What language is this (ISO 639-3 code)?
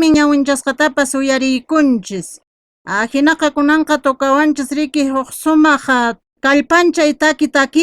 que